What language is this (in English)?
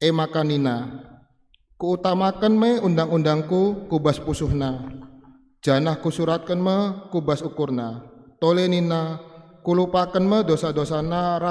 Batak Karo